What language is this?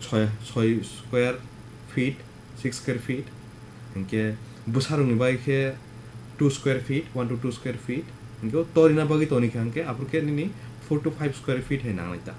Kok Borok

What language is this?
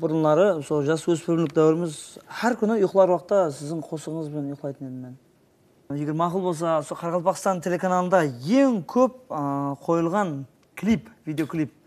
Kara-Kalpak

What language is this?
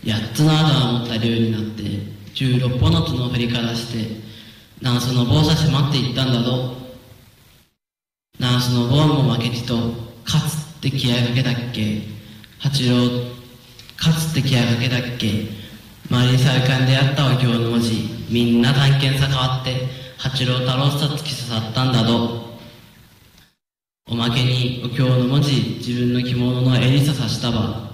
Japanese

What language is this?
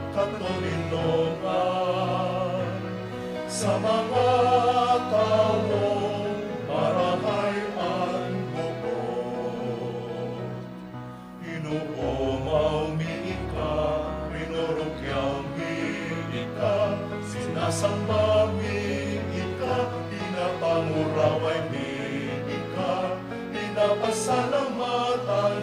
Bikol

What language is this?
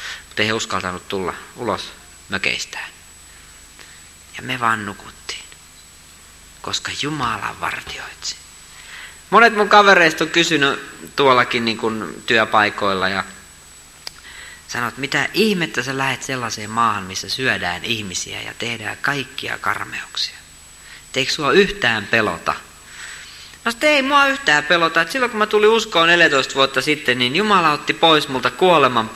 Finnish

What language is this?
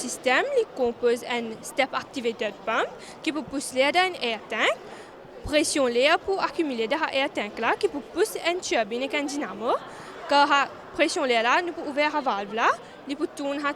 Morisyen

